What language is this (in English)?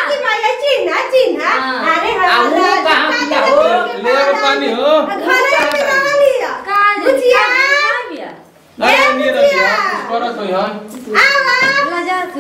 Bhojpuri